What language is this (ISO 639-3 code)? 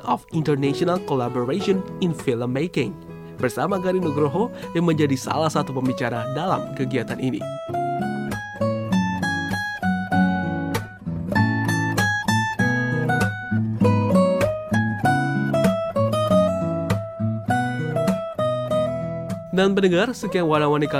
ind